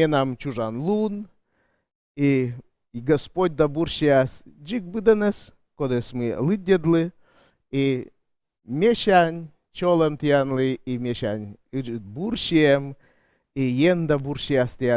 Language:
Komi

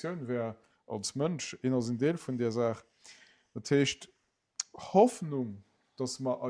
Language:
Luxembourgish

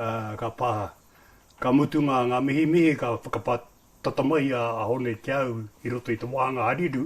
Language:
Māori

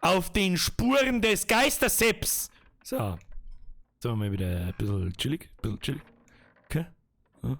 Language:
Bavarian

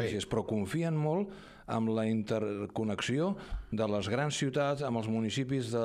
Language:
Catalan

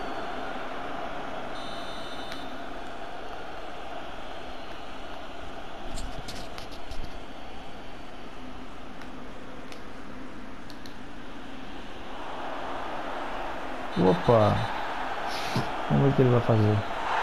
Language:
Portuguese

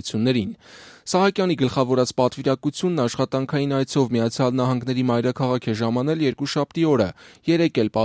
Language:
Armenian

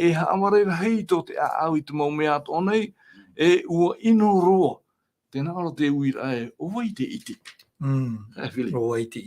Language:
Tahitian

